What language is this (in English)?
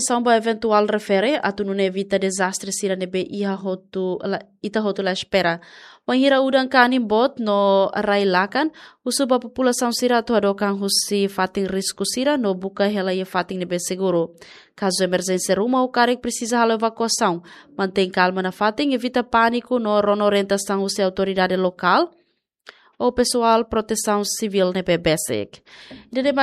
Tetum